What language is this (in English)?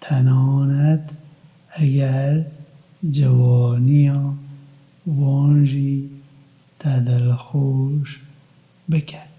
Kurdish